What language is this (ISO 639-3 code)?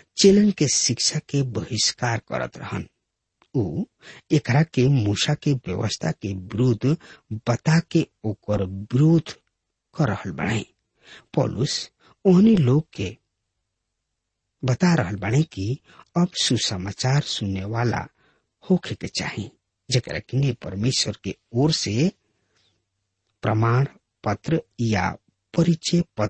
bho